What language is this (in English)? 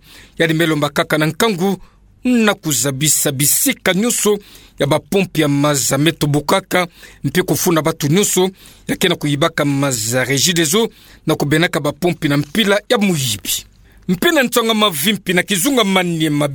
Kituba (Democratic Republic of Congo)